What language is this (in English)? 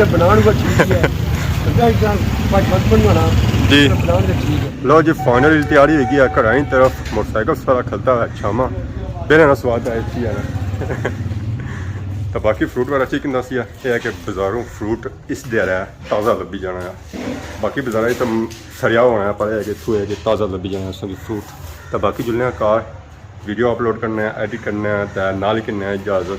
Pahari-Potwari